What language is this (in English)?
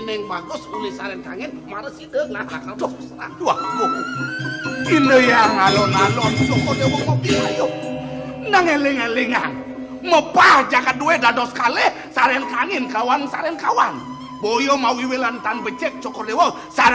Balinese